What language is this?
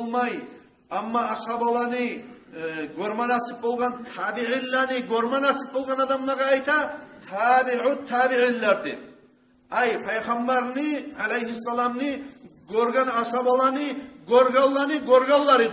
Kumyk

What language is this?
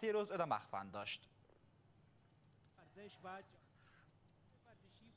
Persian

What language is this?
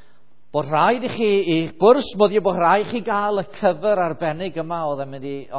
Welsh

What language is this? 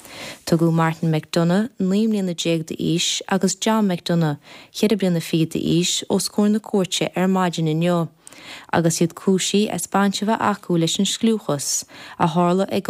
Irish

